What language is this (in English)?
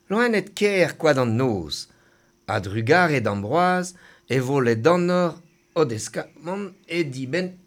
Breton